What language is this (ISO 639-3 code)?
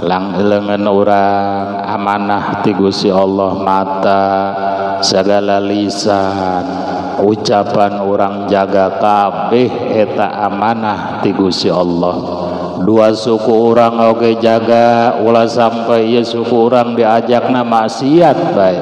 sun